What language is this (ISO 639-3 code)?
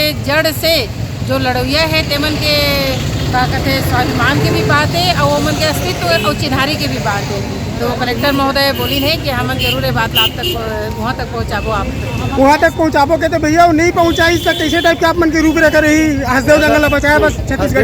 hne